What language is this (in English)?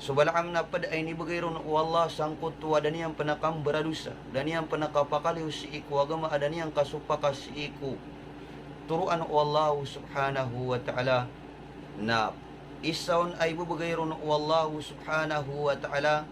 Maranao